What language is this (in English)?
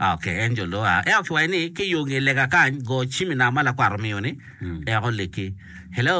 Acoli